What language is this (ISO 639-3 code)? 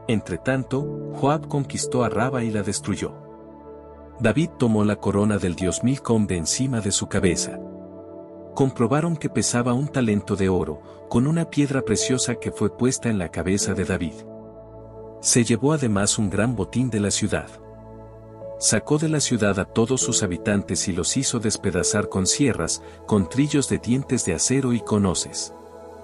spa